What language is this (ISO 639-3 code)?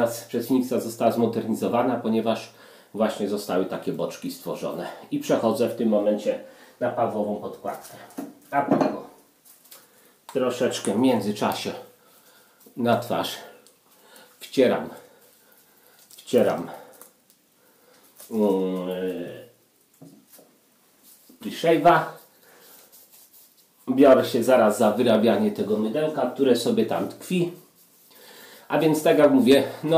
pol